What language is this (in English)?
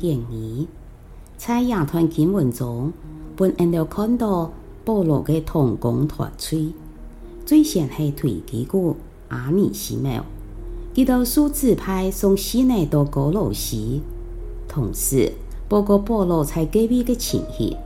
Hakka Chinese